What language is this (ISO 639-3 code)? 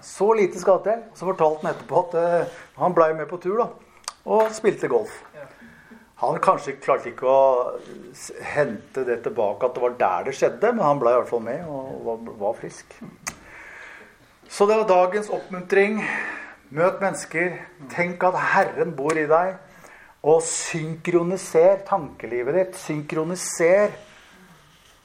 nor